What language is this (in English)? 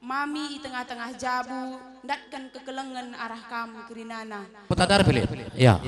Batak Karo